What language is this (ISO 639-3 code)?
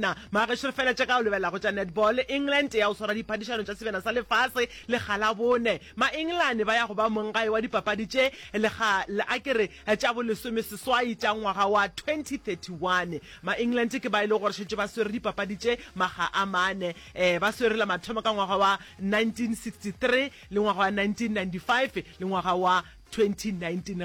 nso